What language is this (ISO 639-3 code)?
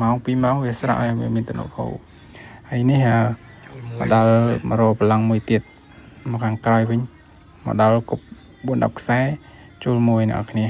khm